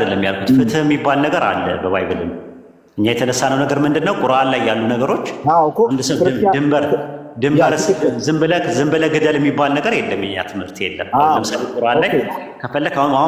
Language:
Amharic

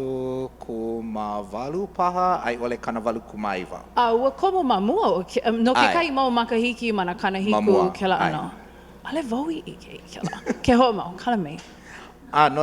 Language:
Hawaiian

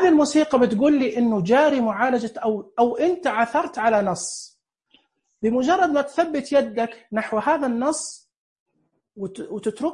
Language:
Najdi Arabic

